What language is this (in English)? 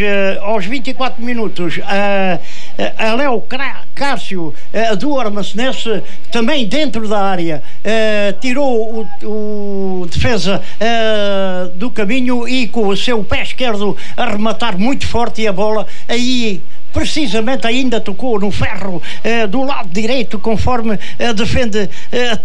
Portuguese